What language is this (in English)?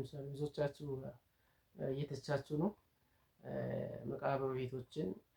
Amharic